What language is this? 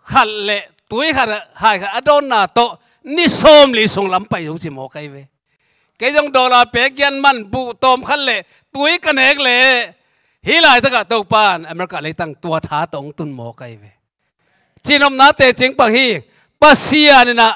Tedim Chin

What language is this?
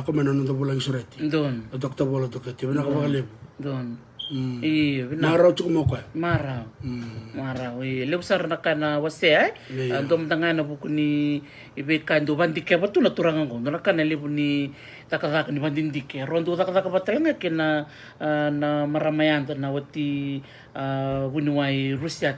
Fijian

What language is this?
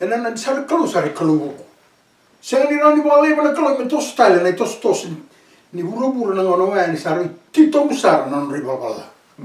Fijian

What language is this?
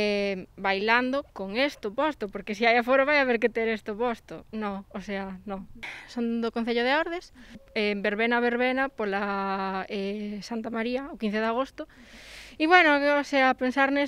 Galician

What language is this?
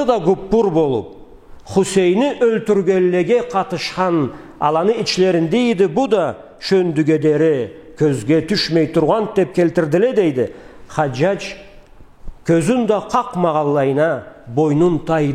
Karachay-Balkar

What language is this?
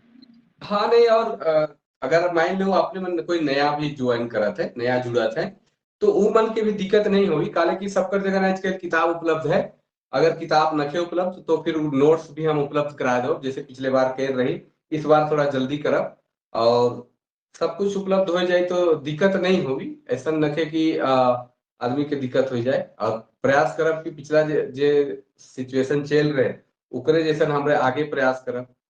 Sadri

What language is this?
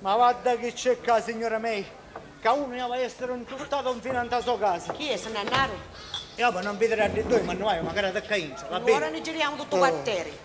Sicilian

